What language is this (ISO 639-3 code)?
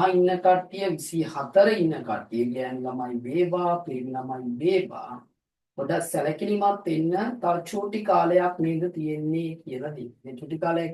sin